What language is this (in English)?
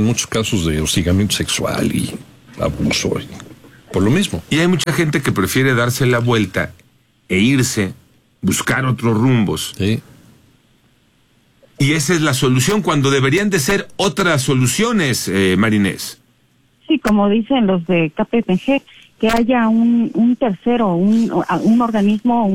Spanish